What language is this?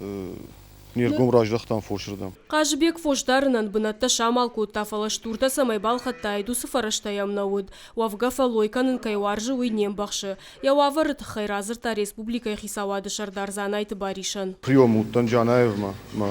Ossetic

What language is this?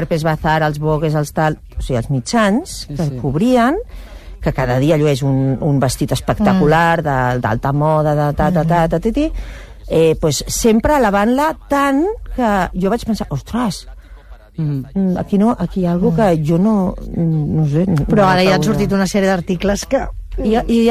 Catalan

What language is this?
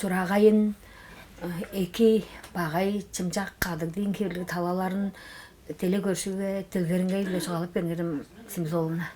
Tuvinian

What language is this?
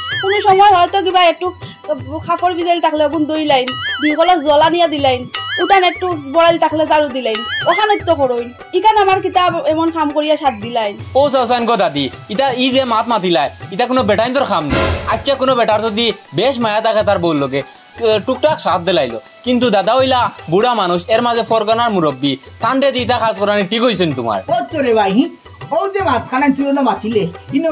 Sylheti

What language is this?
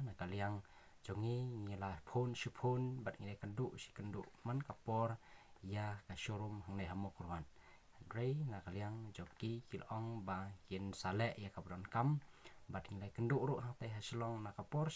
Khasi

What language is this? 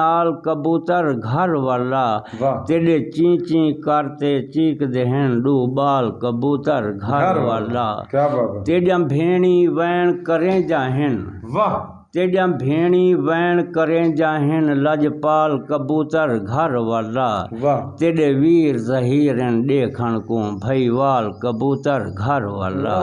Saraiki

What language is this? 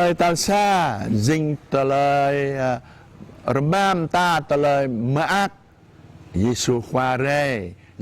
Jarai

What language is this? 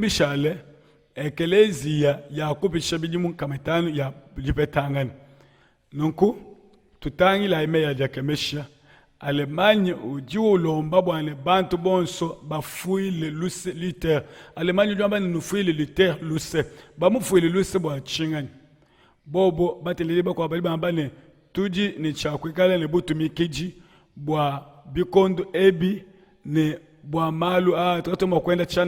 Luba-Lulua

